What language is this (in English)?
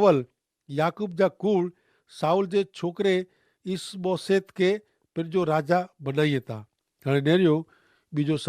Kachhi